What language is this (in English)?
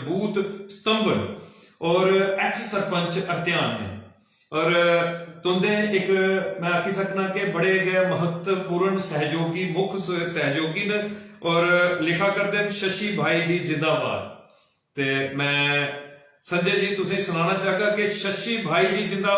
Dogri